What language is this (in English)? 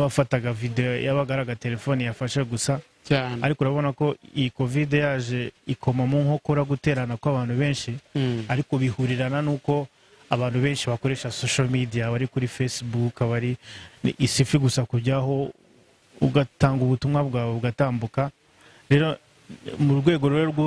Kinyarwanda